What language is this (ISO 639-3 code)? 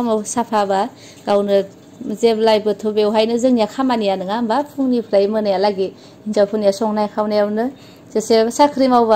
brx